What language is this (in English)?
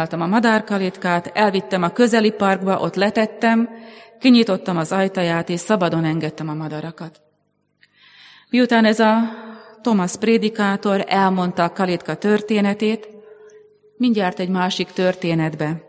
Hungarian